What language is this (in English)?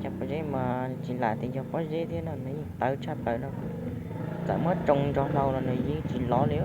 Hmong